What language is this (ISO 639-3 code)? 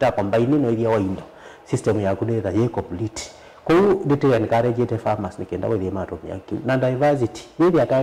kam